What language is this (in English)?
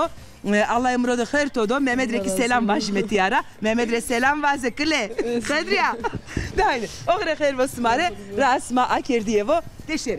Zaza